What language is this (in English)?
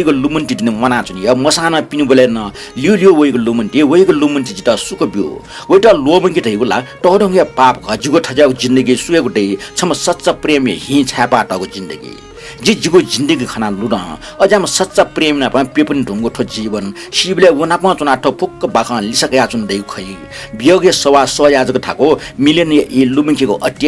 Newari